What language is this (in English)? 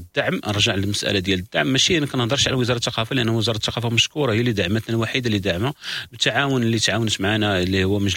Moroccan Arabic